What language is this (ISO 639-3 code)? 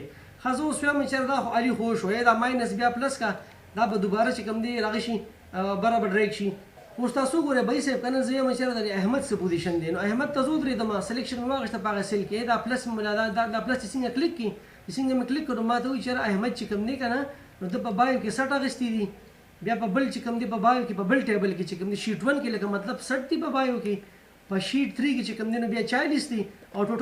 pus